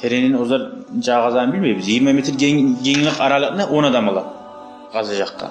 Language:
Kumyk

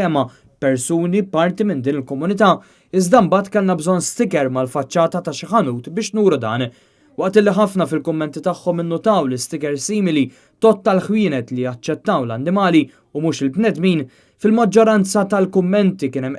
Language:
Maltese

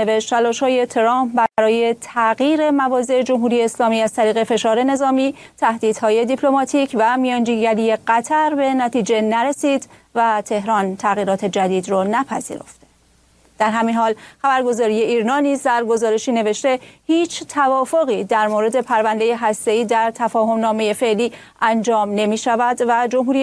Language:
Persian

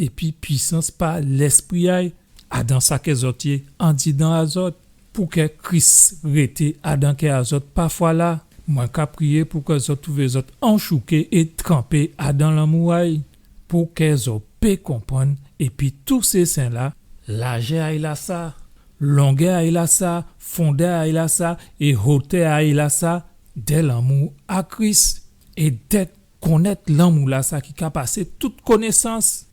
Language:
Guadeloupean Creole French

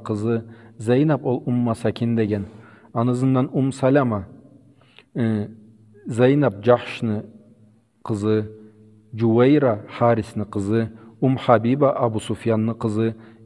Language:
Karachay-Balkar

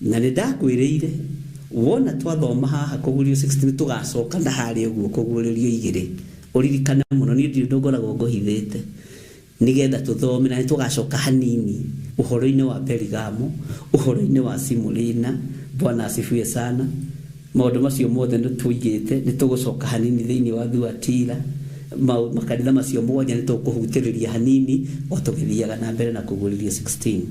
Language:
Kikuyu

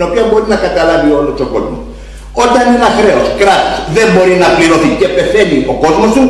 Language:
Greek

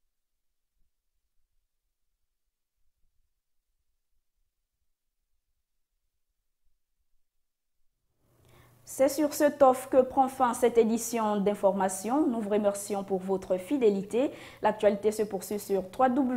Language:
French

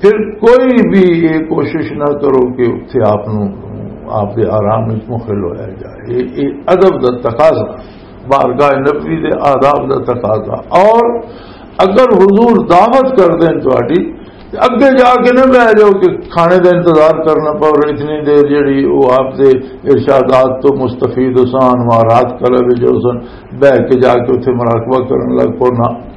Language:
Western Panjabi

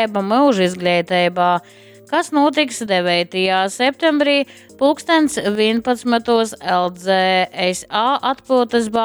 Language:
Latgalian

